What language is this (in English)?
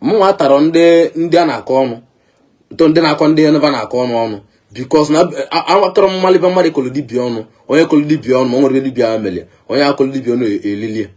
Igbo